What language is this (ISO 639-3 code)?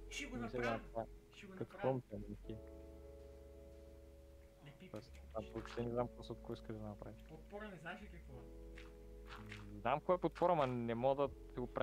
bul